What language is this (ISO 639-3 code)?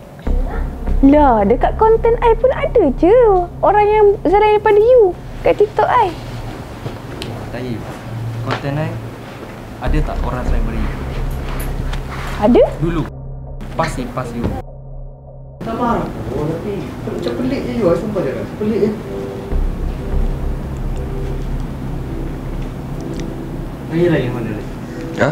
msa